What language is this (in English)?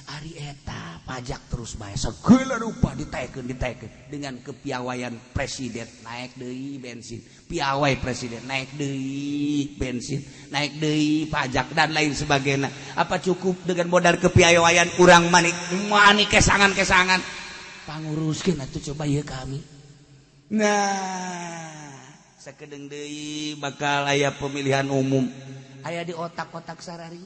Sundanese